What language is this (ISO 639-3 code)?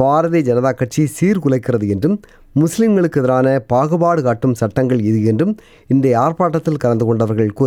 tam